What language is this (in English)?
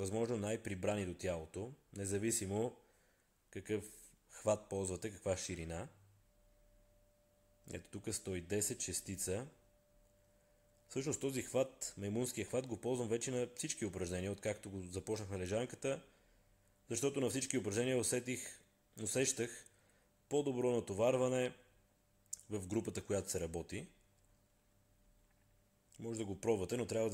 Bulgarian